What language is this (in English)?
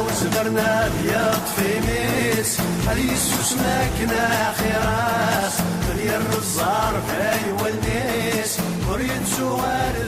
Kabyle